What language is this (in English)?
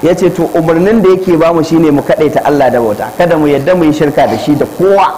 Hausa